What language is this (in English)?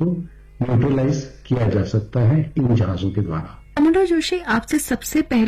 Hindi